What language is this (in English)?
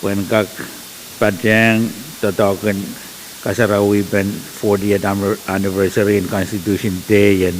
Pohnpeian